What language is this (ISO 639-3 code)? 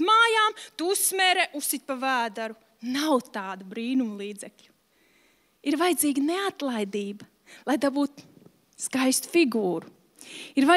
lav